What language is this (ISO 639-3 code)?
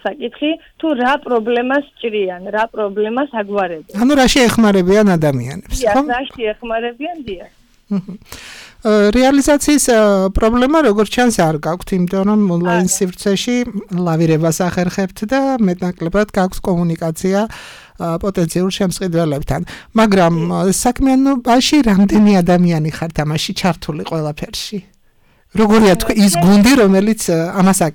kat